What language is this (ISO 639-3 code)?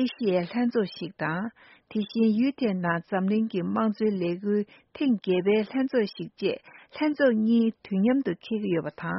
bod